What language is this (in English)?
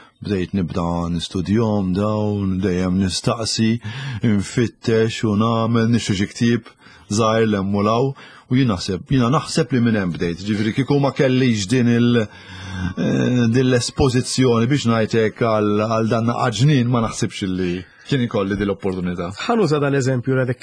Maltese